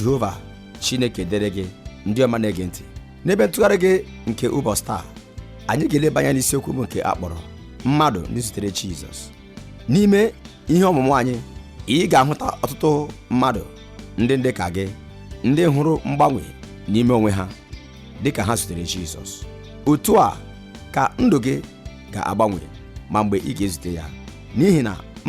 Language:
Igbo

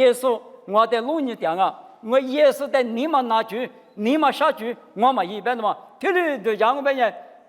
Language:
Lisu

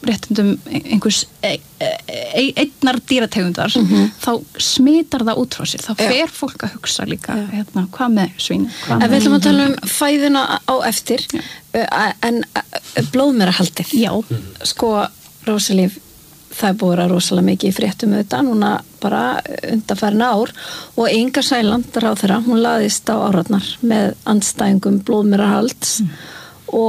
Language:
Icelandic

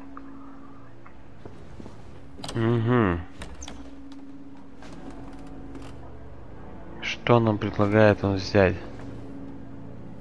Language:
Russian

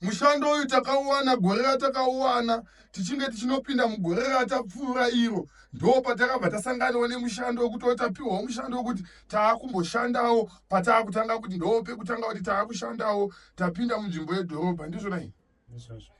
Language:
Shona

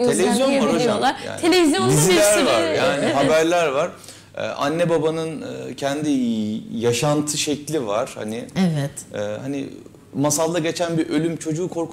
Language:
Turkish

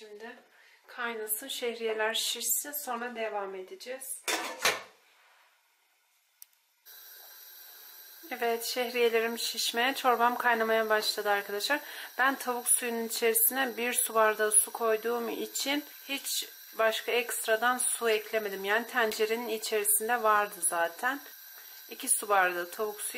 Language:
Turkish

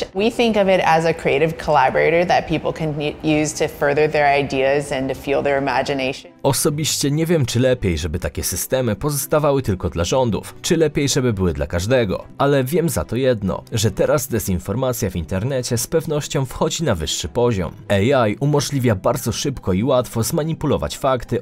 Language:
Polish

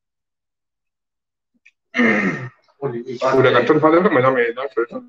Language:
Mizo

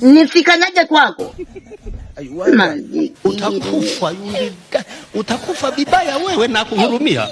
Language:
Swahili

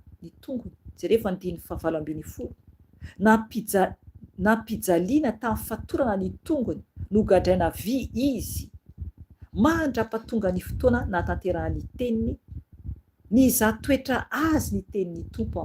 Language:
Malagasy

